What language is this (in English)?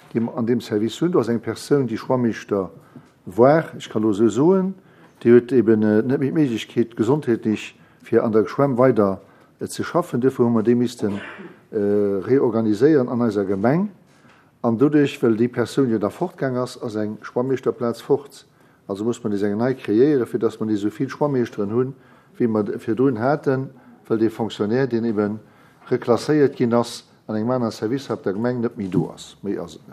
Luxembourgish